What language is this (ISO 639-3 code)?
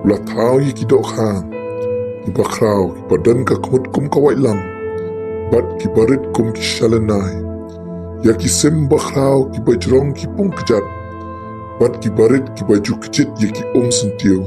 kha